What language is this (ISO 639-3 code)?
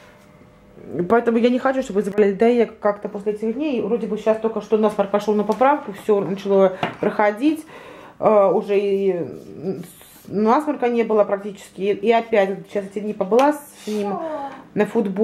rus